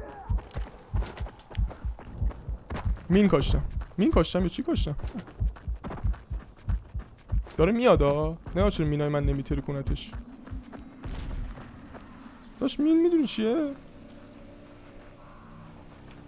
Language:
Persian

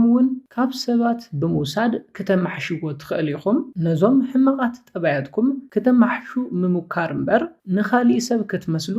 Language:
Tigrinya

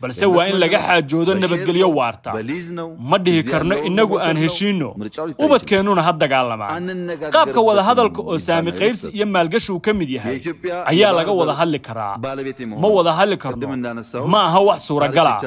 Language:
Somali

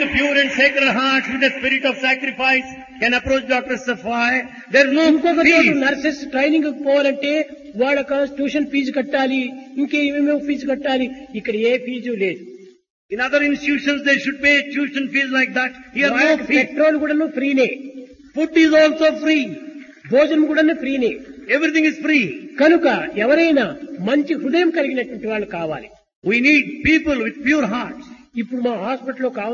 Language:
Telugu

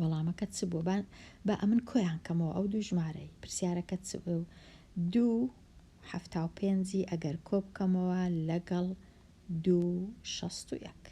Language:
Central Kurdish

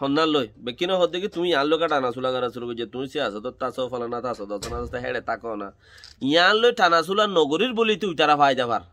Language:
Rohingya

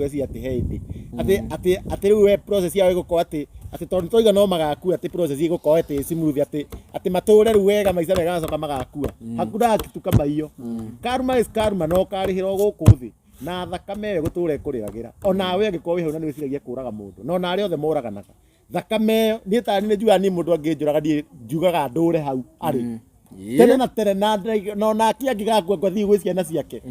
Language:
Kikuyu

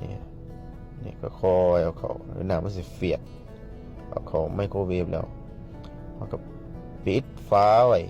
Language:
Northeastern Thai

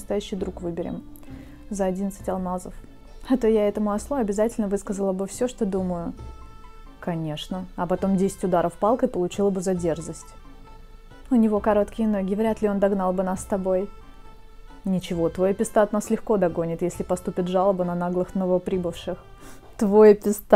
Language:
Russian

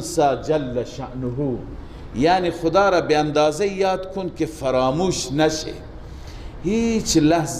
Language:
Persian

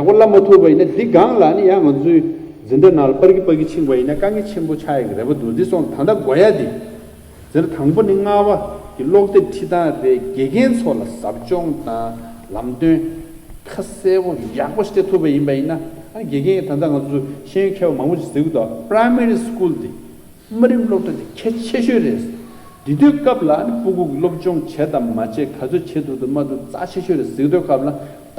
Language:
Tibetan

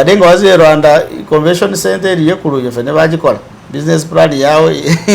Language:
Masaaba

